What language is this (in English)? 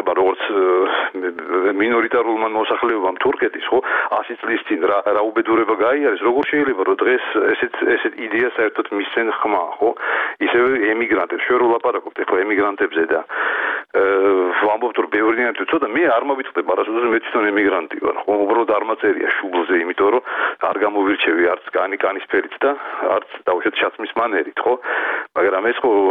Georgian